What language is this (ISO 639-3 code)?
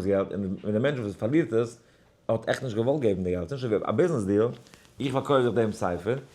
yid